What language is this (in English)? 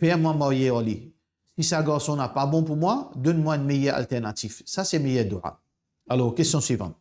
Morisyen